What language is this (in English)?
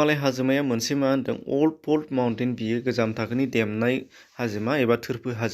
Bodo